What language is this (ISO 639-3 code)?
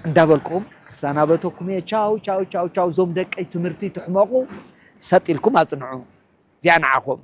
tir